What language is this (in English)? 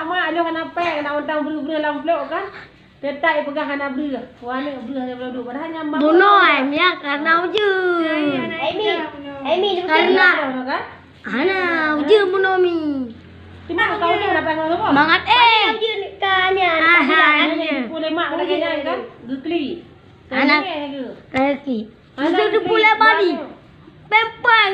Achinese